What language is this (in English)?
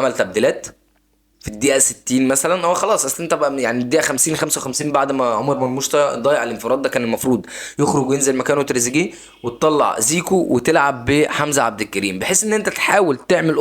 Egyptian Arabic